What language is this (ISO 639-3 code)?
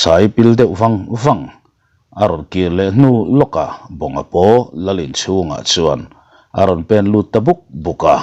lus